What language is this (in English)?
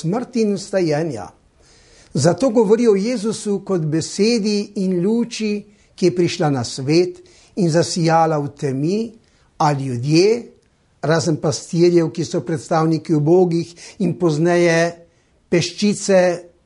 Slovenian